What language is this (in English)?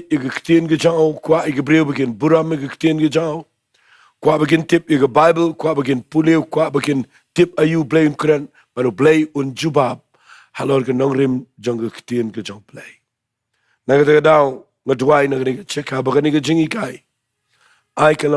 Khasi